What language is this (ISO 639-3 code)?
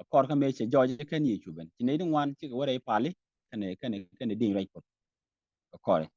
nus